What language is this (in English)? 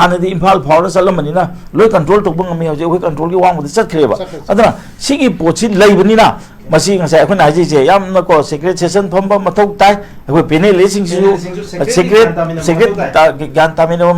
Manipuri